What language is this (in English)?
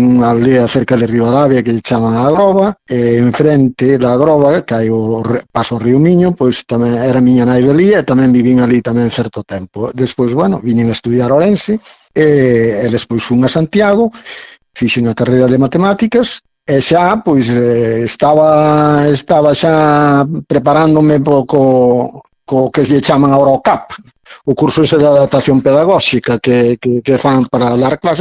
Galician